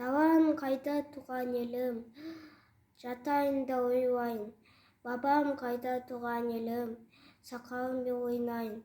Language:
Kazakh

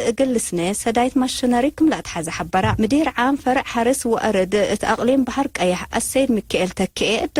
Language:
Tigre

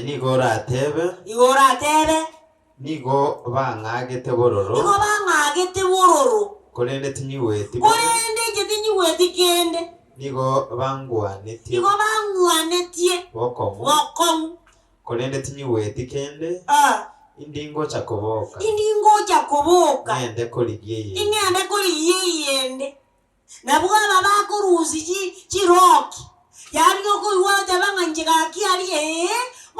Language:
Gusii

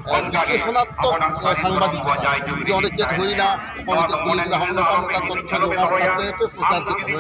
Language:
Santali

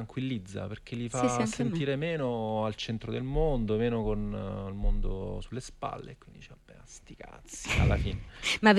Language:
Italian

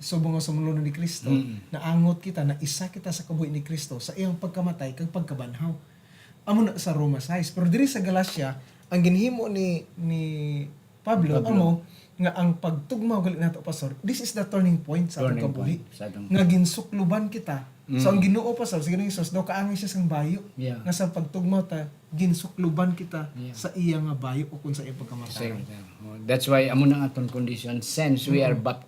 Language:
Hiligaynon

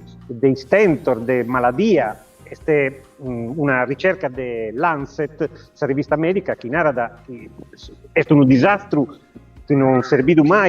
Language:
Sardinian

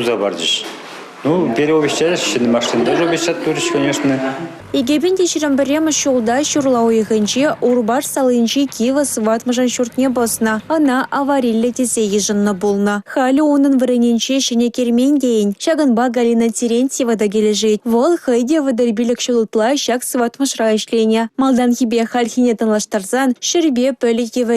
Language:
Chuvash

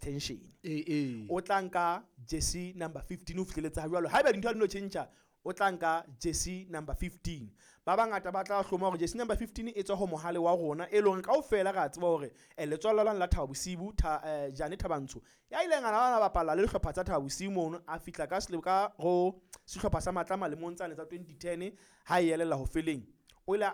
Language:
Southern Sotho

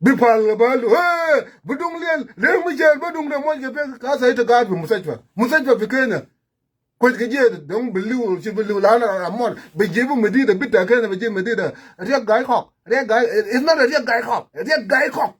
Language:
Nuer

